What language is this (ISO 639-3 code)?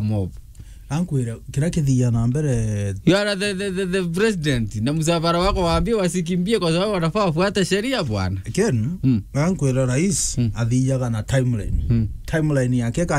mer